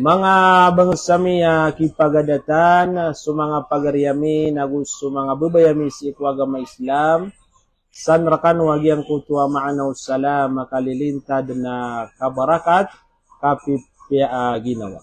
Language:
Maranao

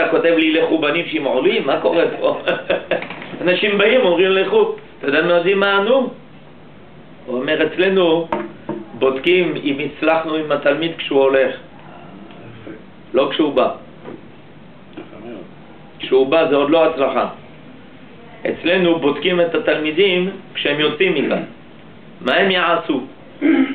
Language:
Hebrew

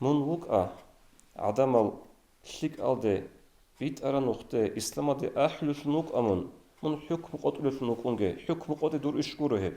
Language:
Avaric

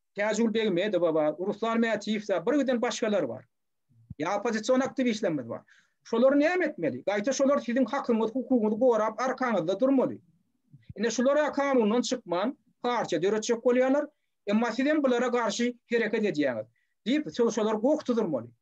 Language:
Turkmen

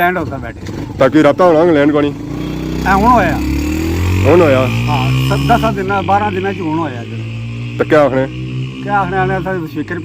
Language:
Pahari-Potwari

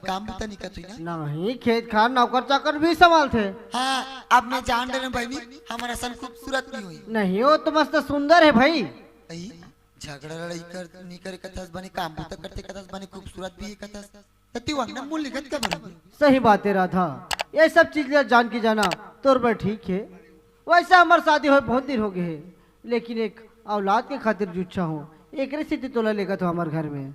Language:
Chhattisgarhi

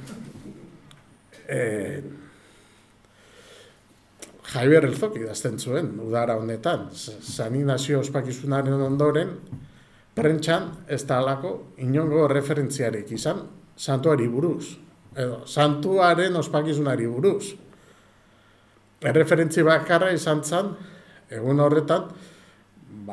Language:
Basque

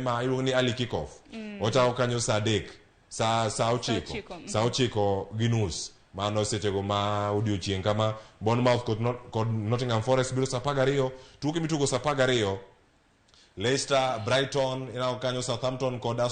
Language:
Luo (Kenya and Tanzania)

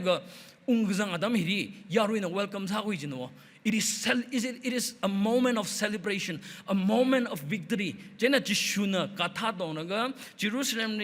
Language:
Tangkhul Naga (India)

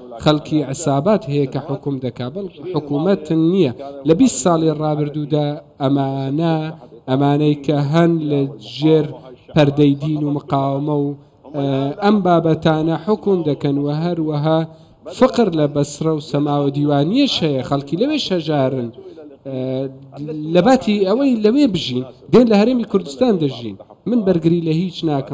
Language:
Central Kurdish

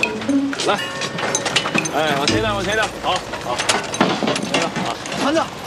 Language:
Chinese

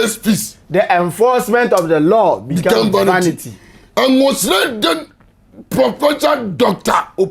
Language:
Akan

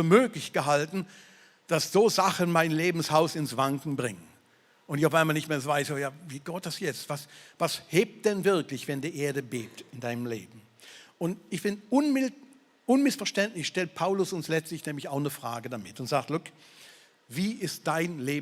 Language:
Swiss German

